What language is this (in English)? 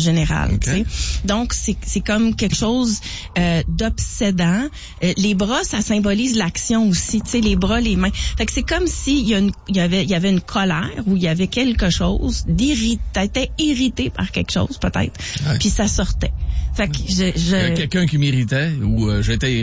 French